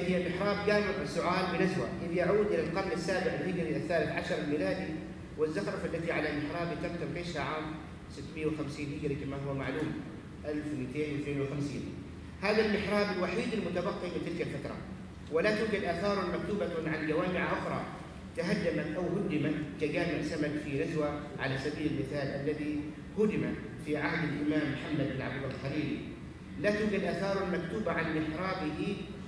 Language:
Arabic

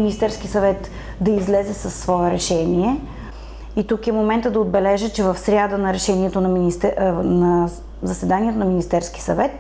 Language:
Bulgarian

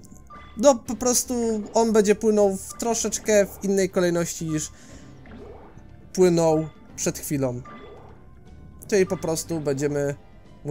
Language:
Polish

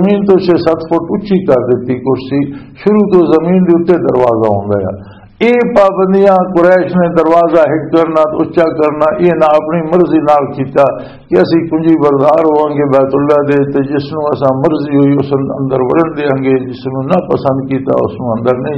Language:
Western Panjabi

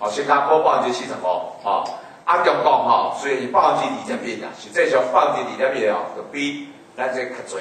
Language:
Min Nan Chinese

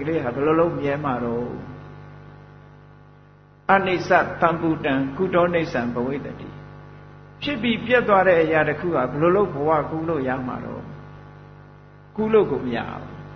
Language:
Burmese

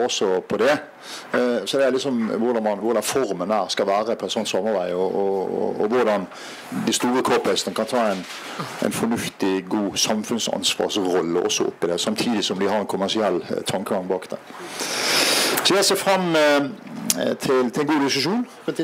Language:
Norwegian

